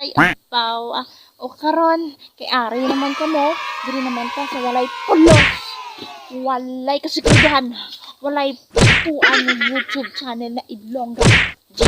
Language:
Hiligaynon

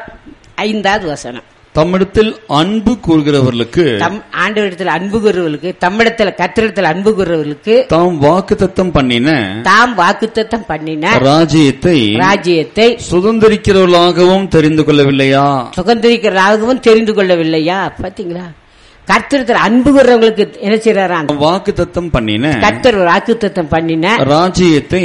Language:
Tamil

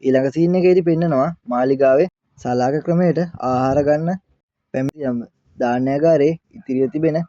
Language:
Sinhala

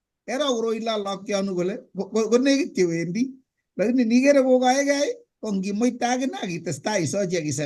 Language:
Kalenjin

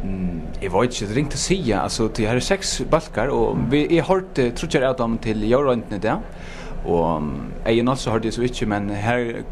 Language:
Faroese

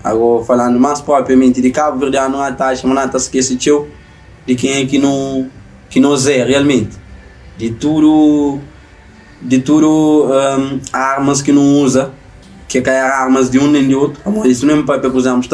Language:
Kabuverdianu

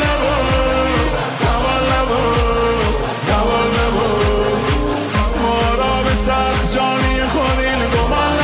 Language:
Persian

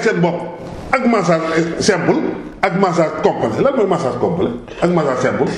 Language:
Wolof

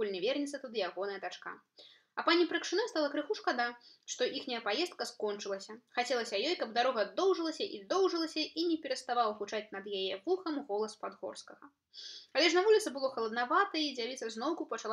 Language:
Belarusian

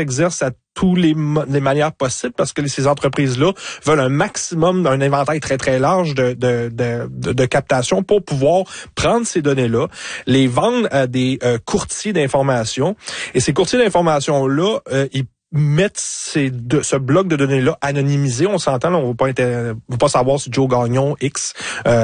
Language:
French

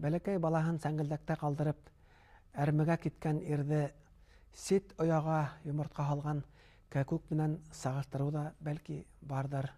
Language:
Bashkir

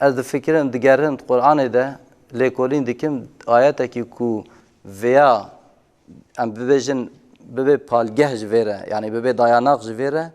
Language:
Kurdish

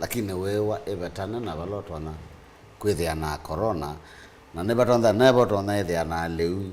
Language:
Kamba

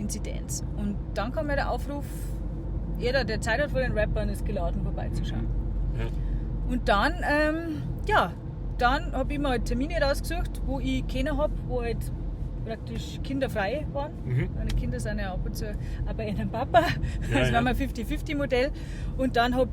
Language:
Bavarian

